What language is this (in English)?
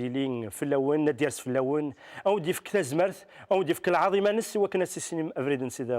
Kabyle